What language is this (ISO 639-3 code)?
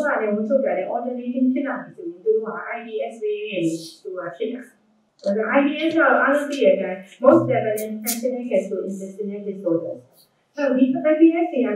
mya